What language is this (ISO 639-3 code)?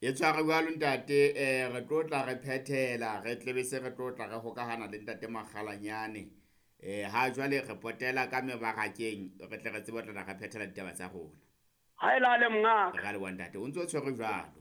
sot